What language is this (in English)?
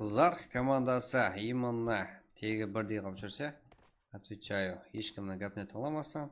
Kara-Kalpak